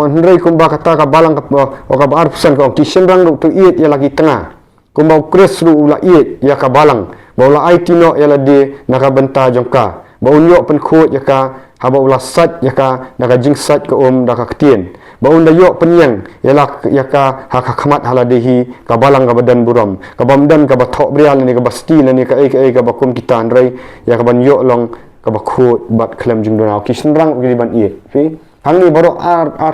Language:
Khasi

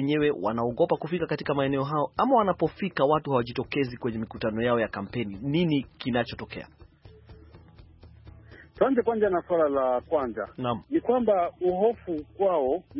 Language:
Swahili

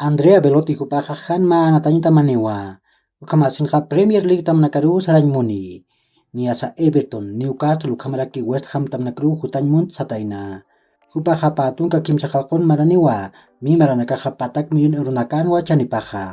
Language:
Aymara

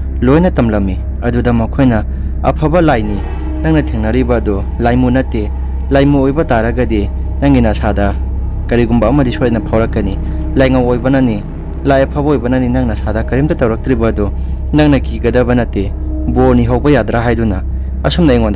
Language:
Manipuri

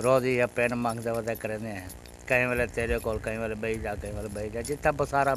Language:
Saraiki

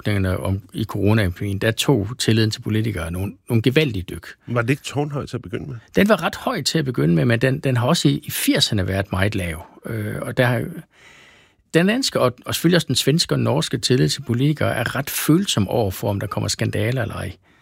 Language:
Danish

